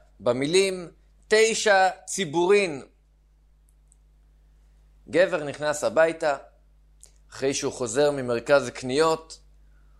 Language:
Hebrew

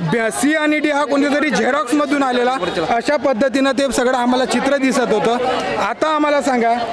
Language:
Marathi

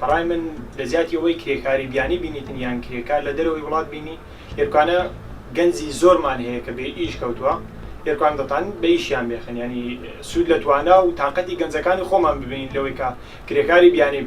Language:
Central Kurdish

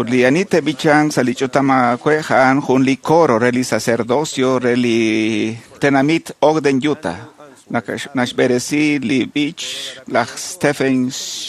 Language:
Kekchí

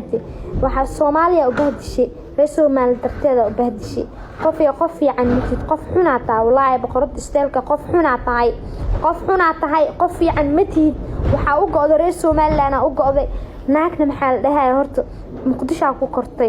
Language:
Somali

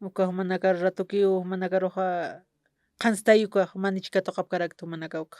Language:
Aymara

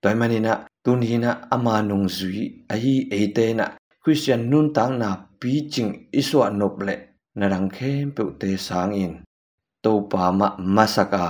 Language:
Tedim Chin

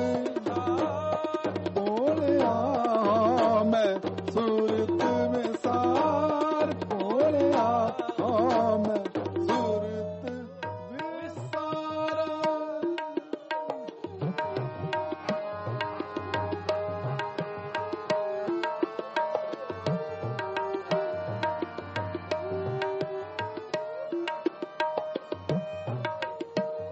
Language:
Punjabi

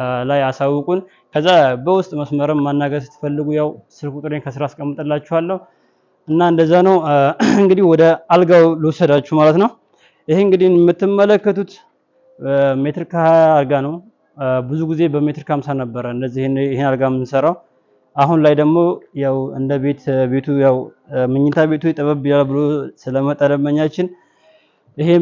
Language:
Amharic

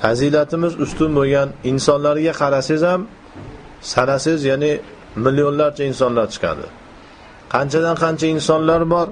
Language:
Uzbek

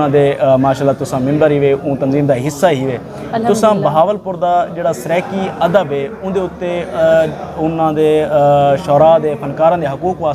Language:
Saraiki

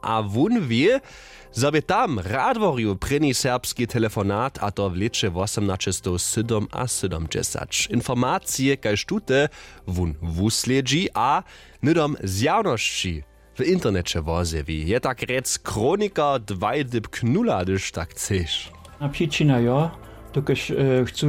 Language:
Upper Sorbian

